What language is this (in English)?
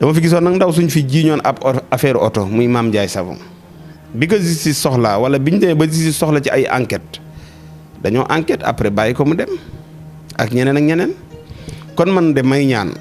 Wolof